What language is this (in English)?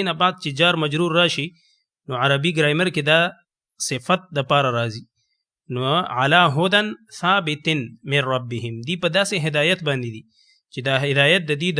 Pashto